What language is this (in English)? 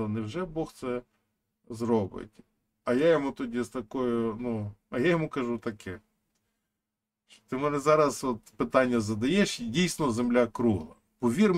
Ukrainian